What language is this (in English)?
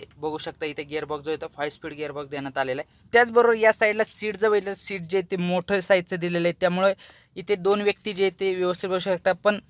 Marathi